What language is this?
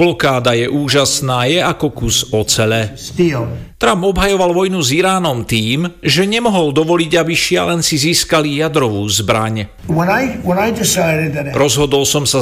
Slovak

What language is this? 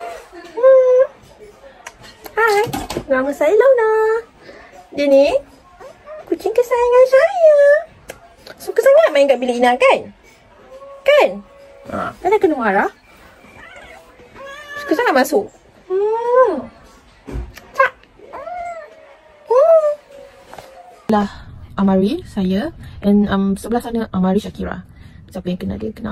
Malay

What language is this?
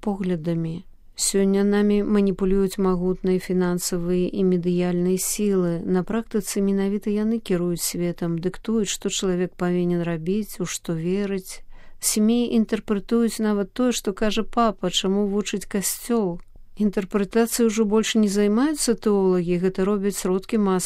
Belarusian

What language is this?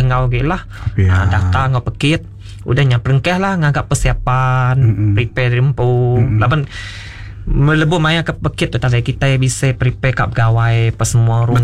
Iban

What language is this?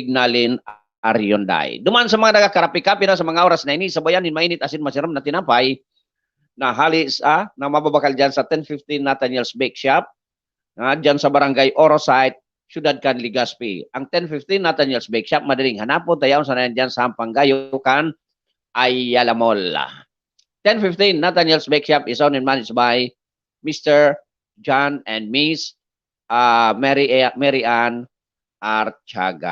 Bikol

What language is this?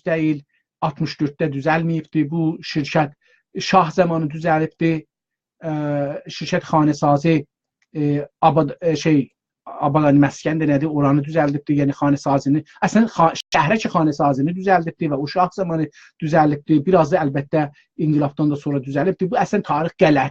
South Azerbaijani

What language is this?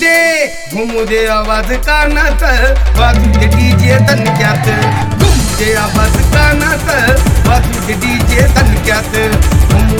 Marathi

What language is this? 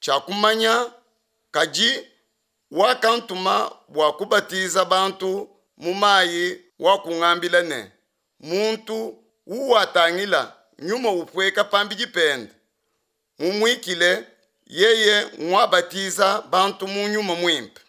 Luba-Lulua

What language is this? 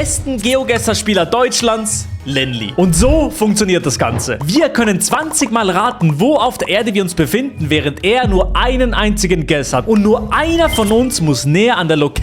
Swiss German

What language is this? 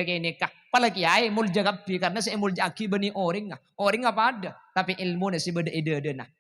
Madurese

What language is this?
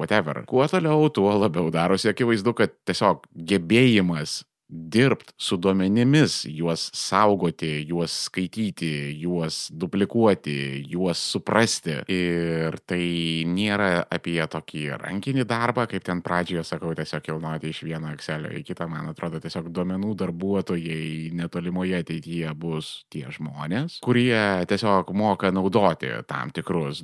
Lithuanian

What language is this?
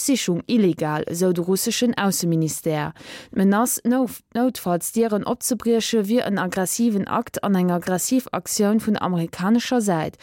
Luxembourgish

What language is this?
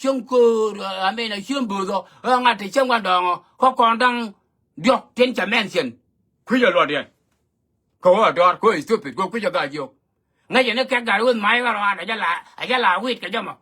Nuer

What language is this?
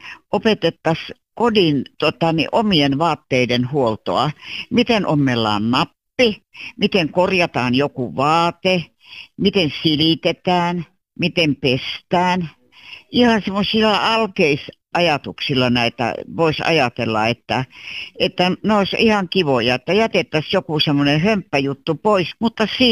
Finnish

